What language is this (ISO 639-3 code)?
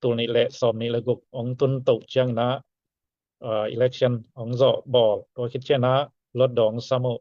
ctd